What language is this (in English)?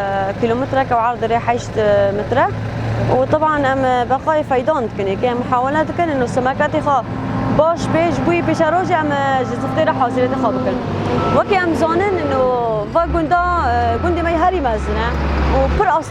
Kurdish